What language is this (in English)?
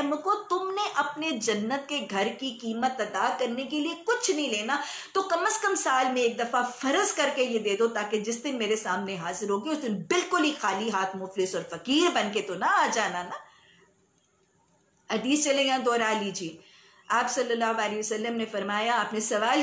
Urdu